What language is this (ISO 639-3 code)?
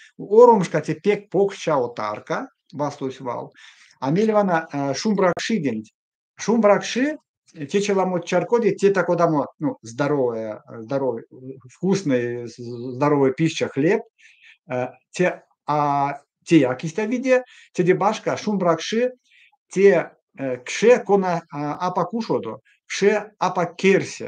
myv